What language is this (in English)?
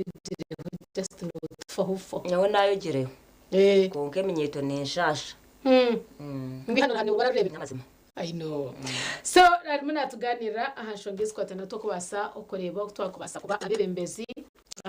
Nyankole